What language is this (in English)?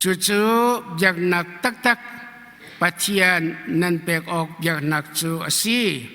Hakha Chin